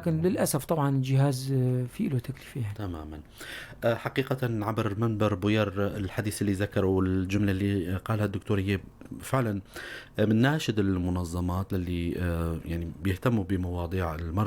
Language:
North Levantine Arabic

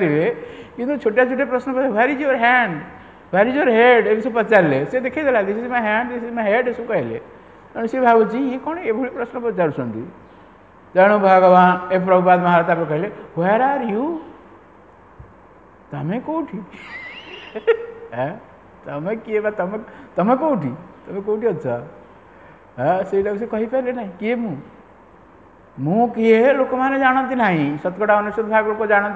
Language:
Odia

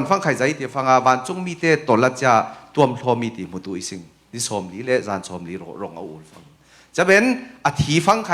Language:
Falam Chin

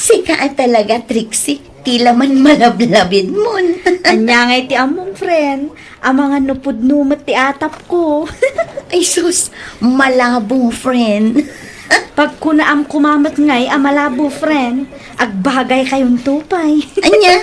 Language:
Iloko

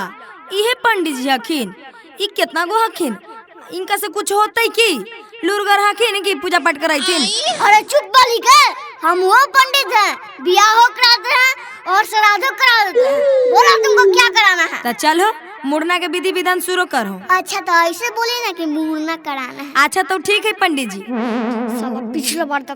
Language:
Magahi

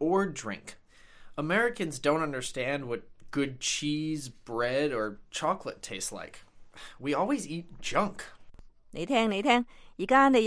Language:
Cantonese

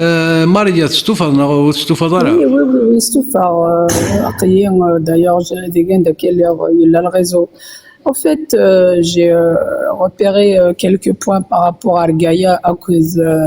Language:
Kabyle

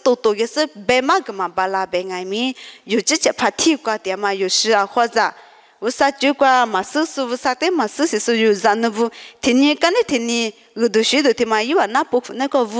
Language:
Lisu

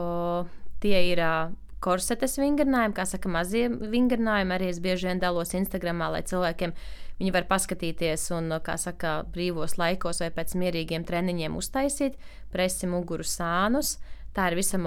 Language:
Latvian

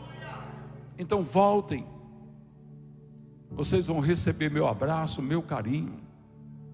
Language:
Portuguese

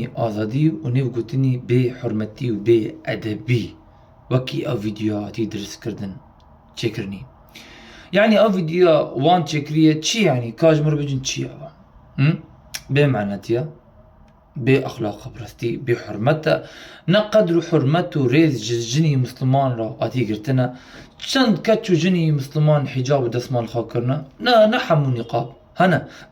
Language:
Kurdish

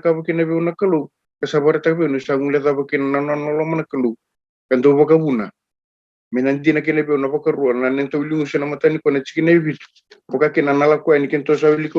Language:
Fijian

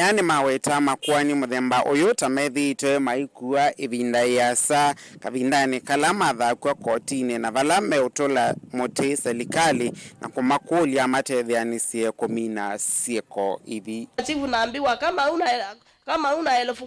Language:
Kamba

